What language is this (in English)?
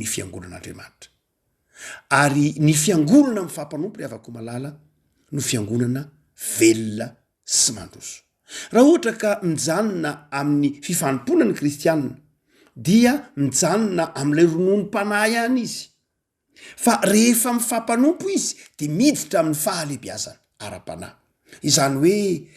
Malagasy